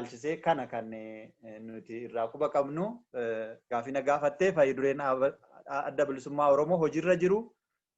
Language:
Oromo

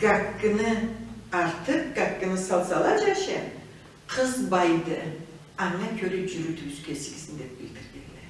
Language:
Karachay-Balkar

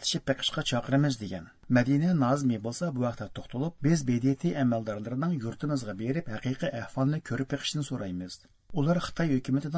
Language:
Uyghur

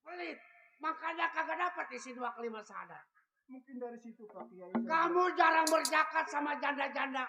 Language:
Betawi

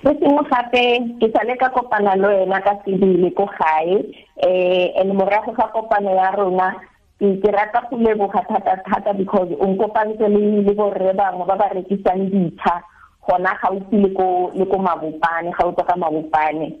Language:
Tswana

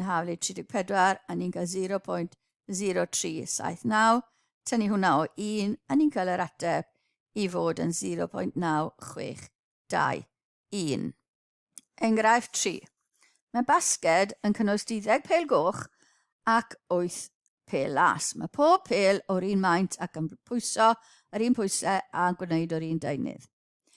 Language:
Welsh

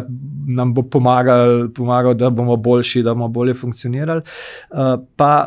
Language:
Slovenian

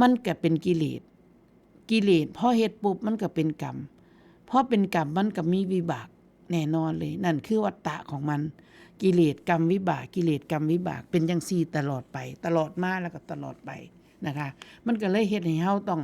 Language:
Northeastern Thai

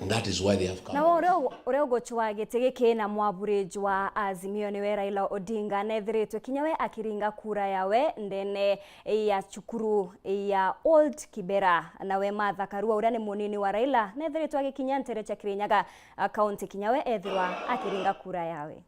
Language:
Meru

